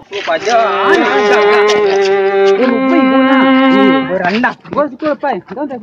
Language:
Minangkabau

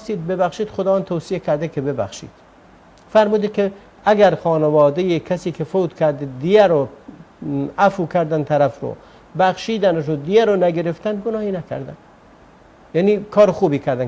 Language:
Persian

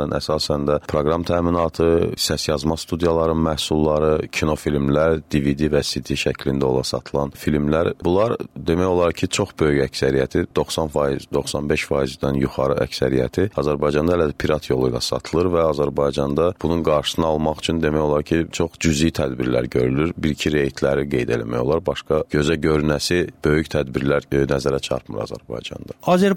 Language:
Azerbaijani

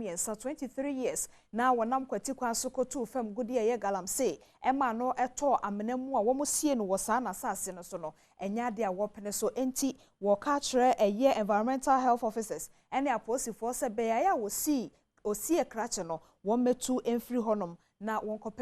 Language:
Akan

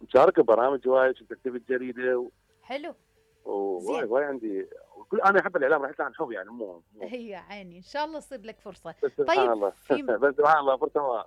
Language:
Mesopotamian Arabic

